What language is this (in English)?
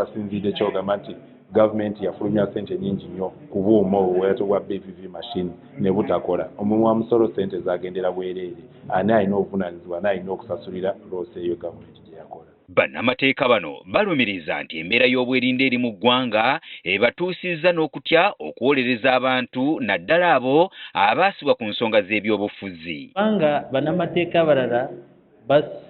Ganda